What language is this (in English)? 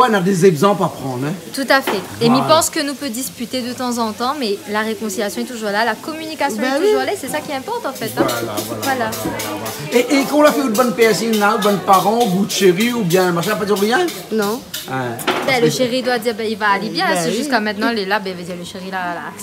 Réunion Creole French